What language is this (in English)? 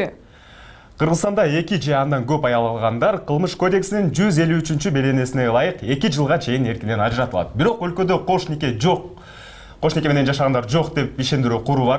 Kyrgyz